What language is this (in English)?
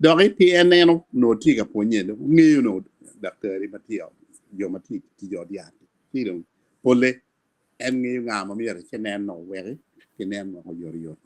Acoli